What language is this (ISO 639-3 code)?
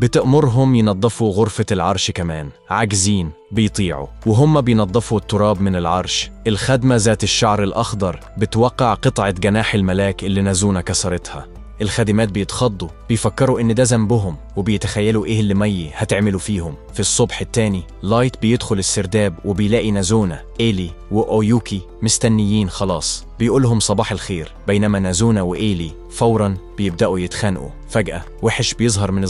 arz